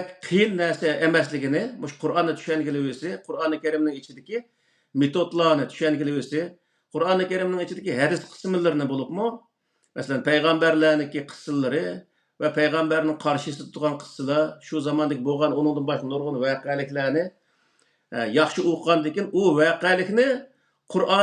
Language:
Uyghur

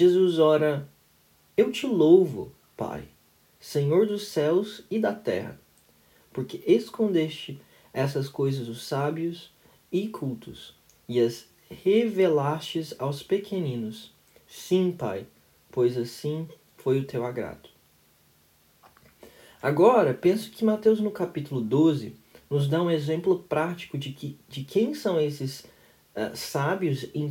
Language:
Portuguese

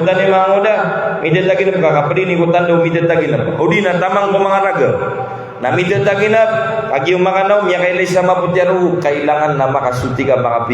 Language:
Maranao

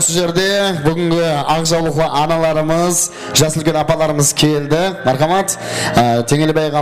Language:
Kara-Kalpak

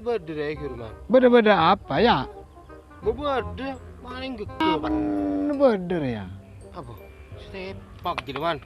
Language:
Madurese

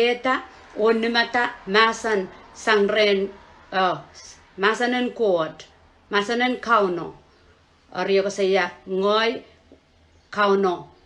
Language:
Pohnpeian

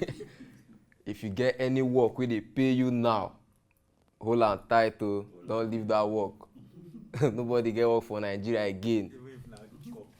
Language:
Nigerian Pidgin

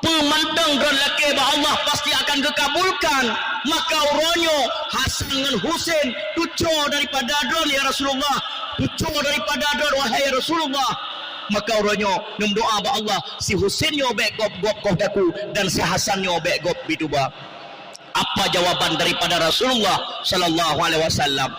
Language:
Achinese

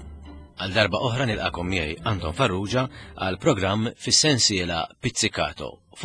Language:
Maltese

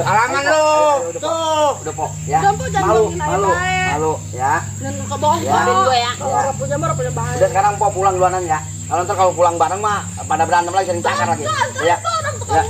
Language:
Betawi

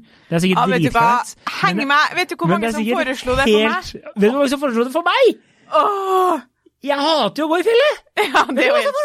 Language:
Norwegian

